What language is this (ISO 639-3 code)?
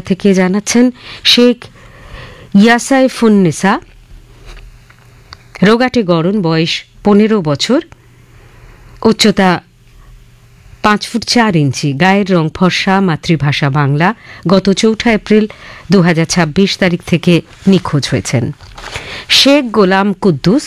ben